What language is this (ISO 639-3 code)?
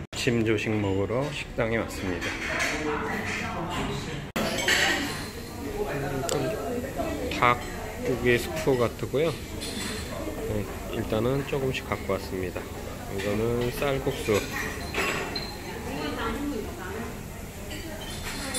kor